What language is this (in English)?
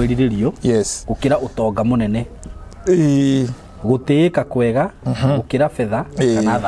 Kikuyu